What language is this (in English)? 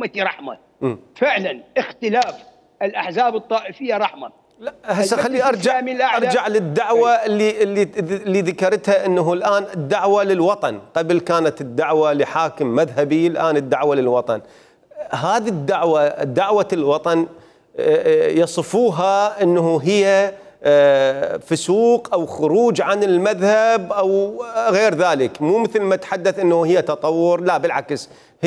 Mesopotamian Arabic